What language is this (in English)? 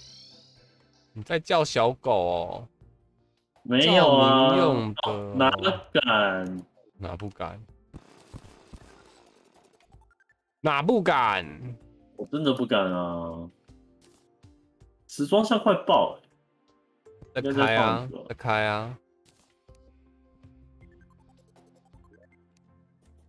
Chinese